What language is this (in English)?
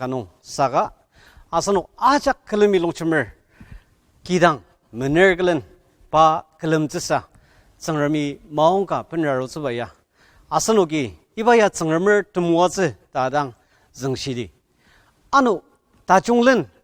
Ao Naga